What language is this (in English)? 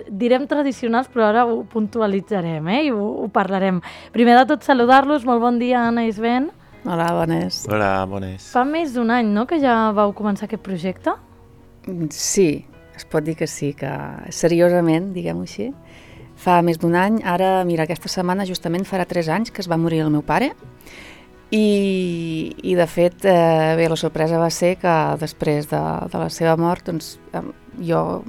Catalan